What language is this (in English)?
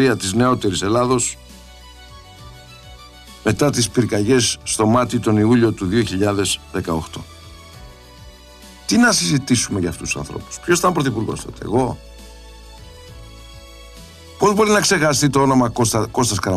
Greek